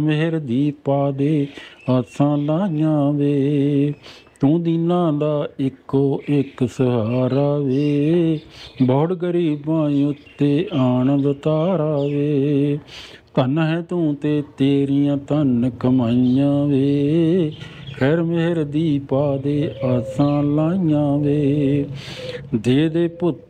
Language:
Punjabi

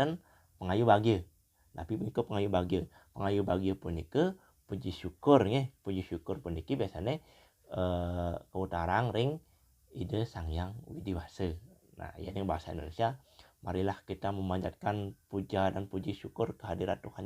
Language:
Balinese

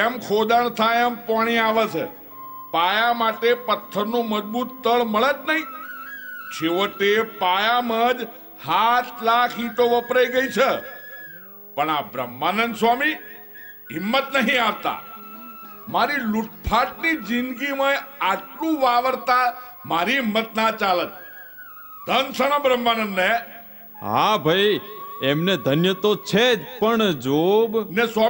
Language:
Gujarati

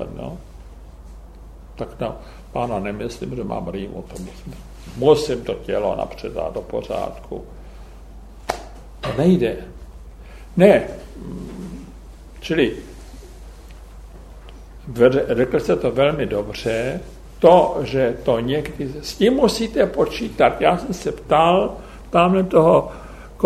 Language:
Czech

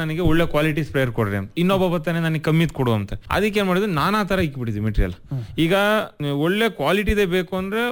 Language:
Kannada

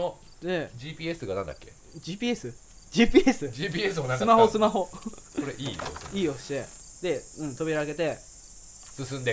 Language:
Japanese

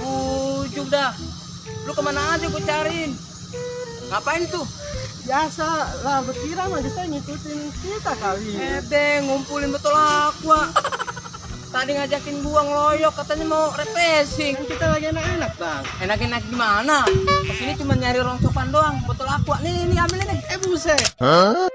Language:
Betawi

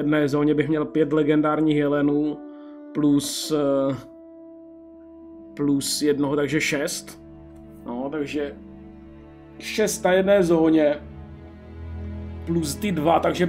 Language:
Czech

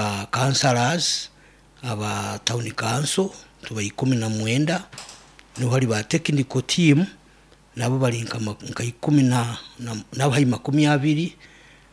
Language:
Nyankole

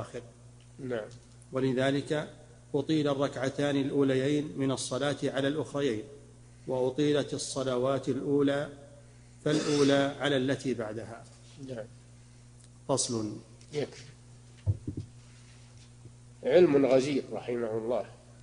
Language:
Arabic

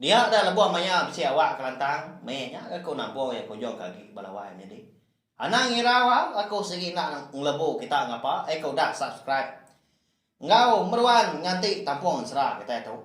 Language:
Iban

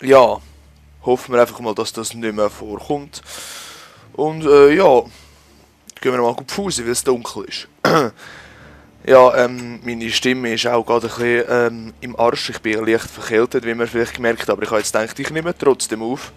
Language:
Swiss German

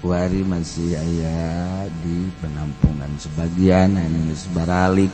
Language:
Sundanese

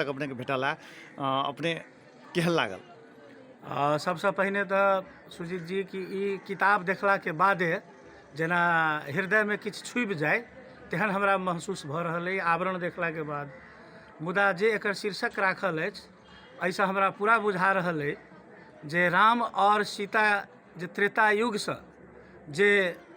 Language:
Maithili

